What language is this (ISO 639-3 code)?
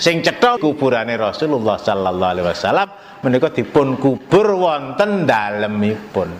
jav